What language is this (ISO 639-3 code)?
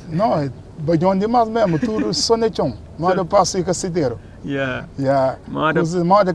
kea